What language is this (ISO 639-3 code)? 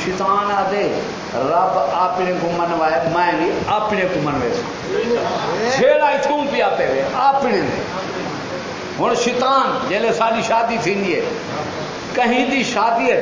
skr